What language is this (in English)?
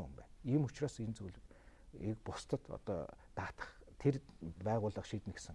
Mongolian